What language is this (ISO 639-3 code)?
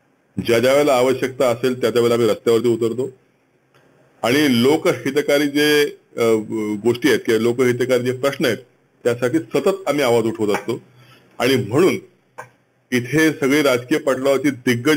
mar